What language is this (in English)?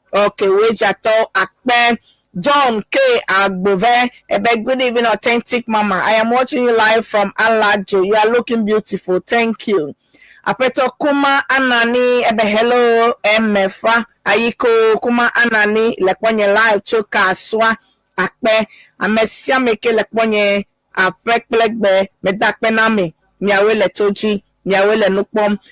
Ewe